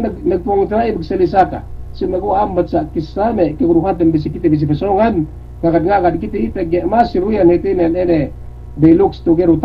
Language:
Yakan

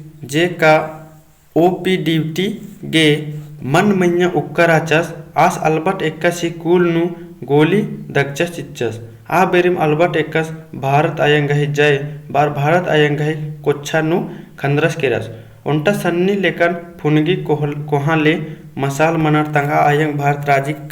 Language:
Kurukh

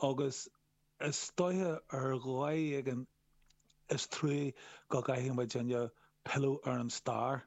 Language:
Irish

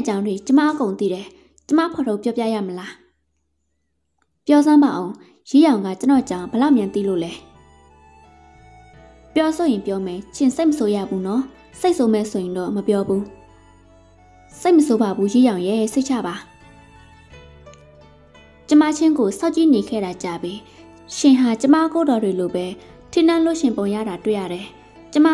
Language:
Burmese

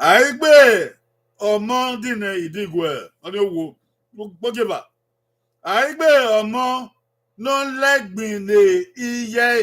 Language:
Bini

